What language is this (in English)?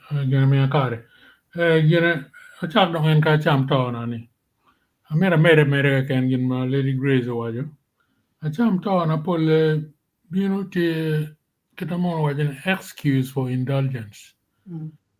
Acoli